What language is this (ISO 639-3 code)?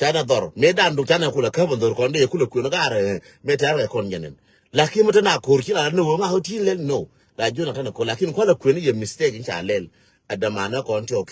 nus